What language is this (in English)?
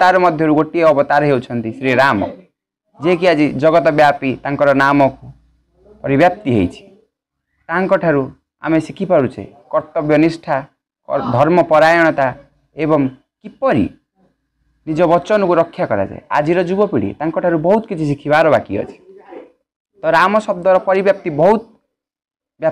Odia